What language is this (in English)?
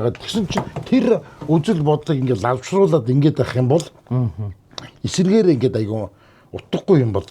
Mongolian